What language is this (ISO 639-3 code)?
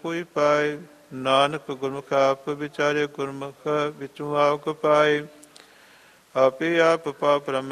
pan